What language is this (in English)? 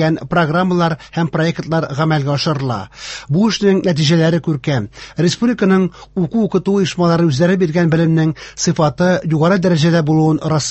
Tatar